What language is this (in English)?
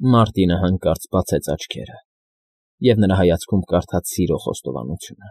Armenian